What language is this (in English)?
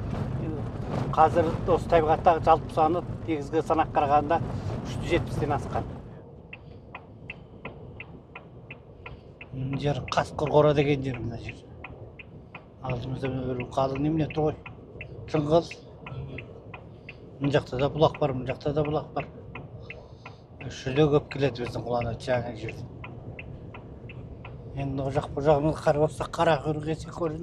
Kazakh